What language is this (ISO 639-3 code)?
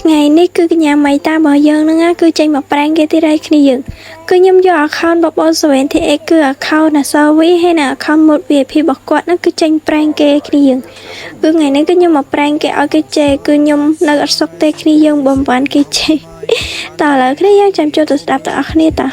khm